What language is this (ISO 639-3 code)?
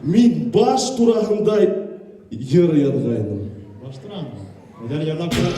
bak